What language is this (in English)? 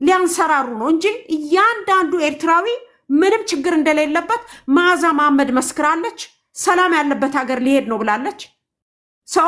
Amharic